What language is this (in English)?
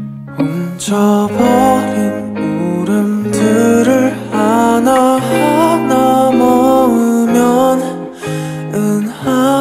Korean